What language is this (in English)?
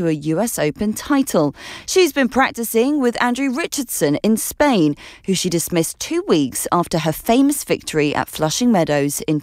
English